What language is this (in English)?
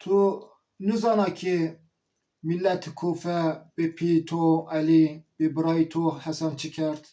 Zaza